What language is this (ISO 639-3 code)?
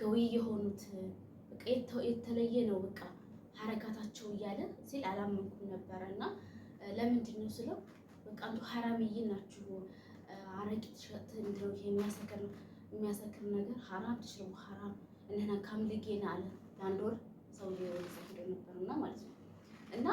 amh